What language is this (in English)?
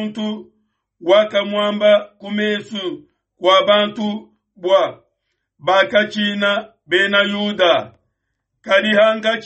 Luba-Lulua